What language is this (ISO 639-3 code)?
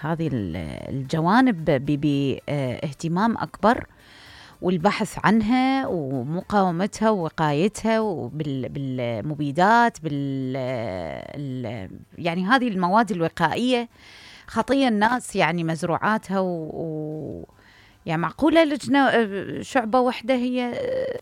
acm